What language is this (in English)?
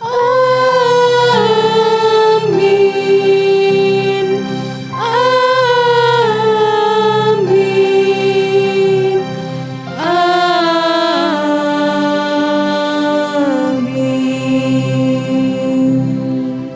Batak Karo